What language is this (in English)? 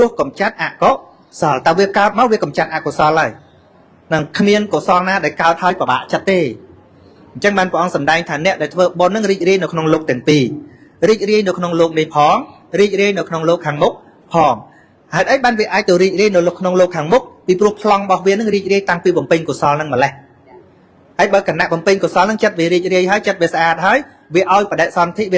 Khmer